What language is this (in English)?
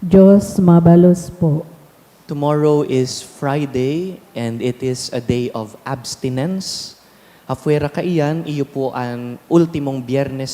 Bikol